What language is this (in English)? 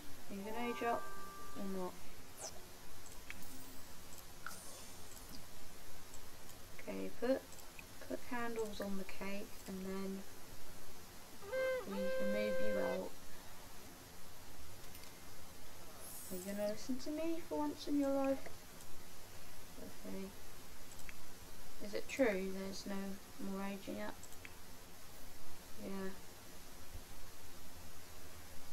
English